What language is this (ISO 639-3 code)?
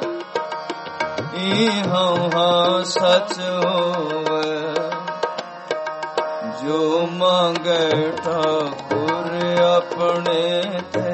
pan